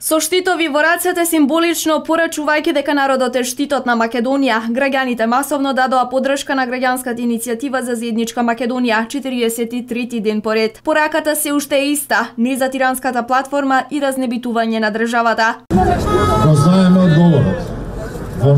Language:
Macedonian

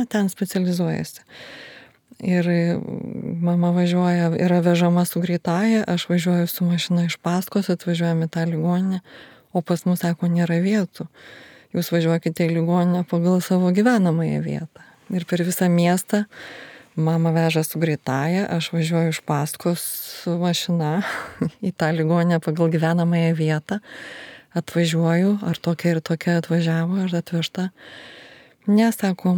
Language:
Lithuanian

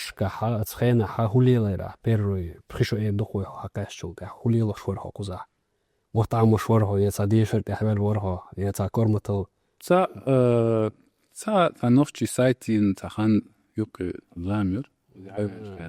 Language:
Chechen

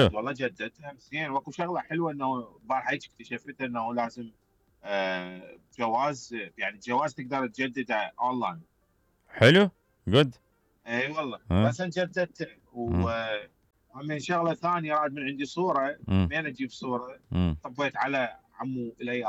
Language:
Mesopotamian Arabic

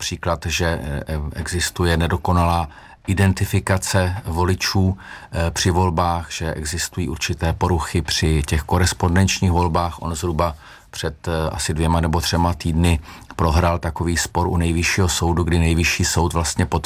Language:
Czech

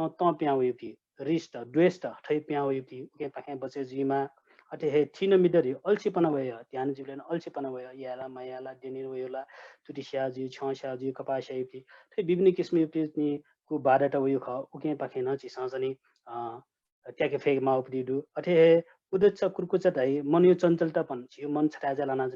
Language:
Newari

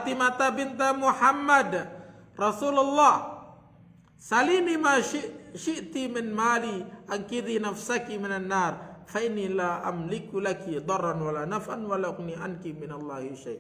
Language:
Sasak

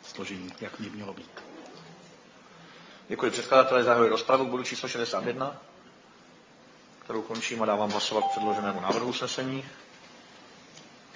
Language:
Czech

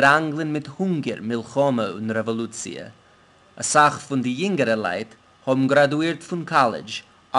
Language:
Yiddish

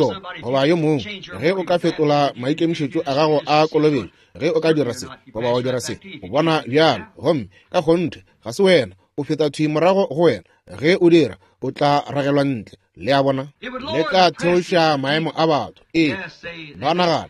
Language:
Northern Sotho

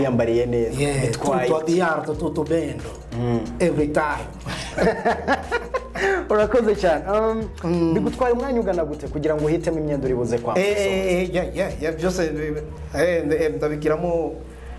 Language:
Kinyarwanda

